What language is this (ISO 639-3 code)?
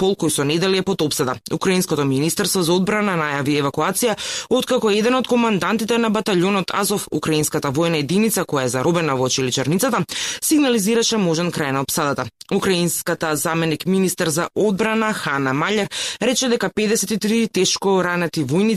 mkd